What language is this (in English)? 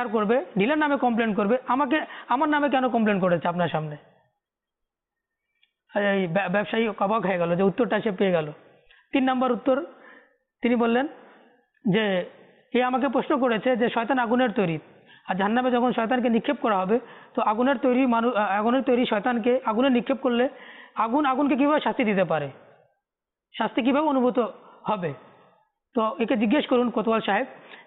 Bangla